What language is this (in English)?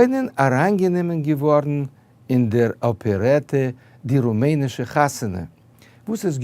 Yiddish